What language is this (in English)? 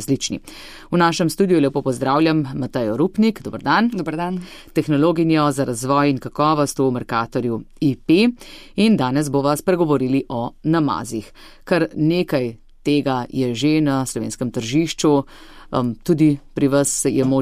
Slovenian